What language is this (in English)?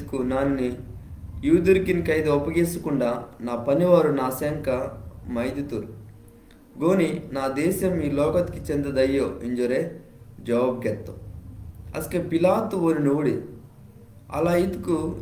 Koya